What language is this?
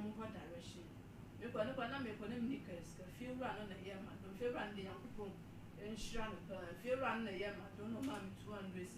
Akan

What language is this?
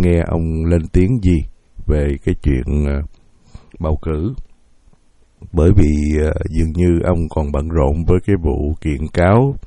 Vietnamese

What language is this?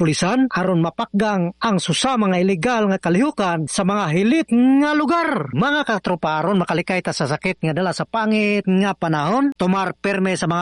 Cebuano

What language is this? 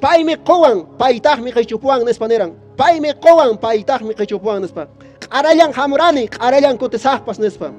Quechua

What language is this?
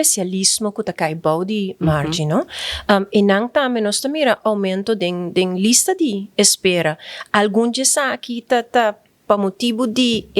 Papiamento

